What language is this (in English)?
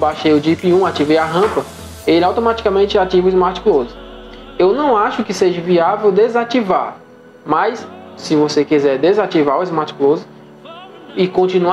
Portuguese